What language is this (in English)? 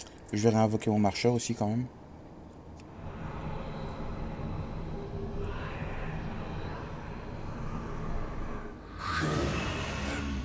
French